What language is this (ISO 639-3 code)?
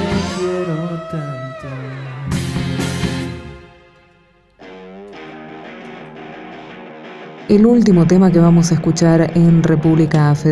spa